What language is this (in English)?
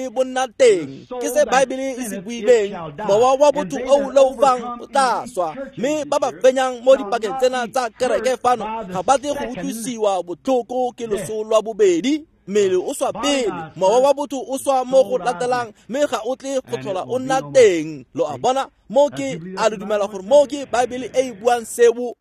Tswana